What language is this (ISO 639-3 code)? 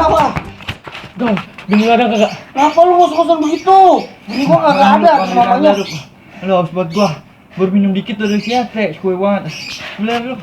bew